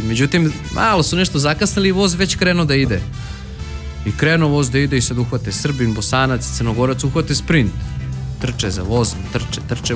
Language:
Serbian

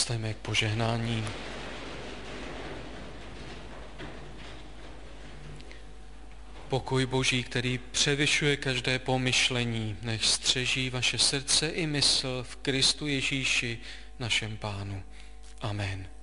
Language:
Czech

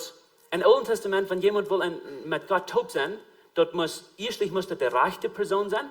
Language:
Plautdietsch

